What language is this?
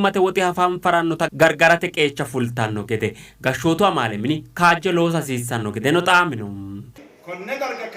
Sidamo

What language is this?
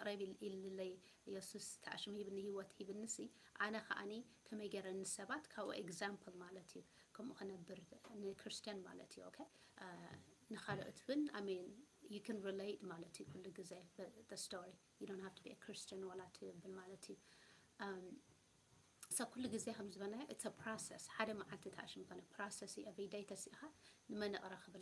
Tigrinya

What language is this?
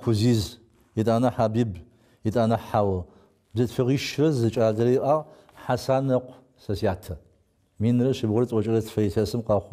Adyghe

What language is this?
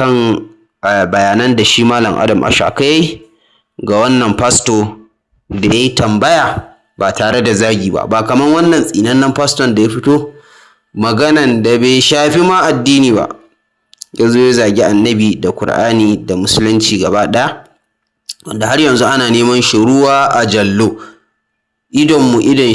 Hausa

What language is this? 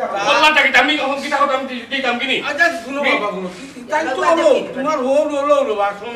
Sylheti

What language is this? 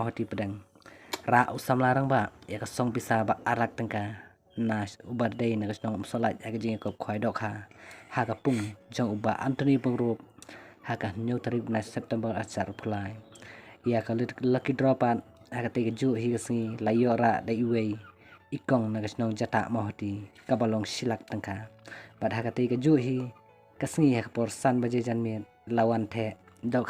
Khasi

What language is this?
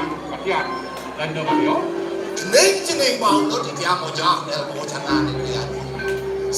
Balinese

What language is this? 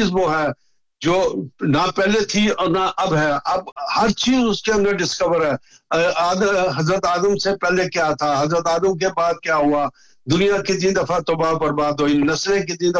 Urdu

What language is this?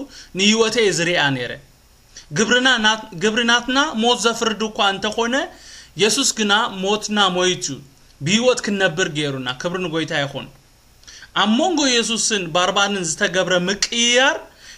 Tigrinya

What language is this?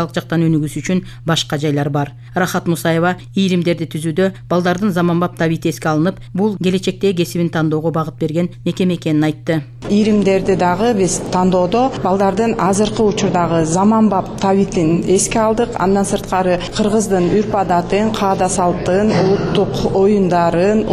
Kyrgyz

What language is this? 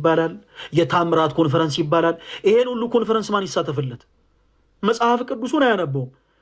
Amharic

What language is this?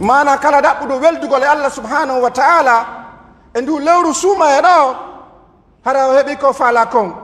Pular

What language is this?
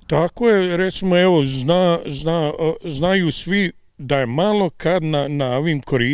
Bosnian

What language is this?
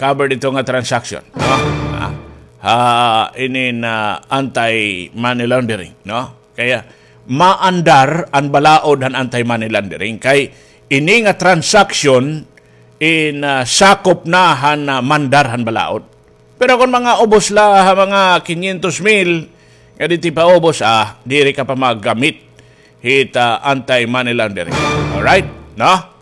Waray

